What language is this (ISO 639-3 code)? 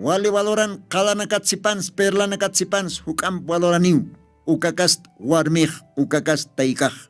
aym